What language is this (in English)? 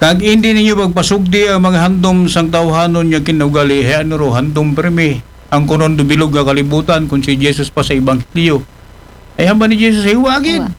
Aklanon